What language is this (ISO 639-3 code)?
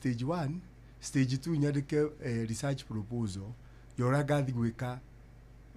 kik